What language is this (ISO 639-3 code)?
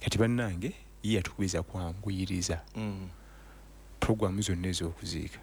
lug